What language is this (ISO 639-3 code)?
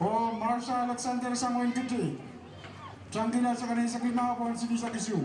pon